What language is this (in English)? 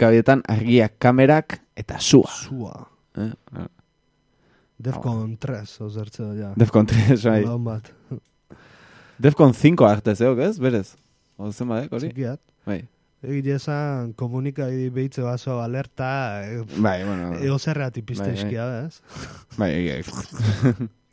Basque